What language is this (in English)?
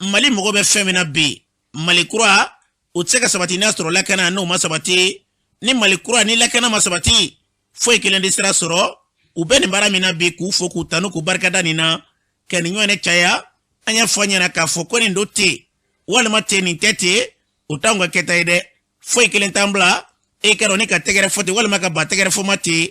Bambara